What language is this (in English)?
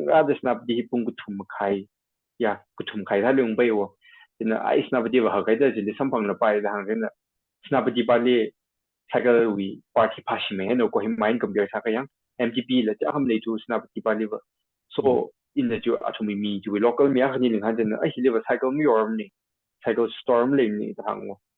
Tangkhul Naga (India)